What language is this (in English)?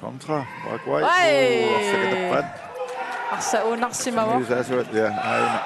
Kalaallisut